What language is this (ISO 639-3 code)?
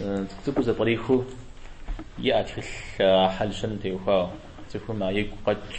kbd